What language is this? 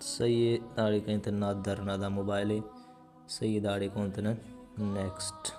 Brahui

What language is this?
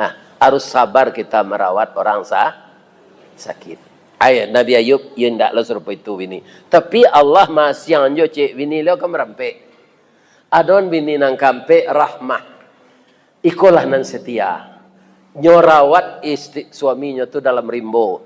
Minangkabau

